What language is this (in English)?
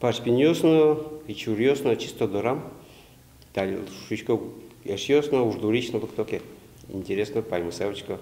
Udmurt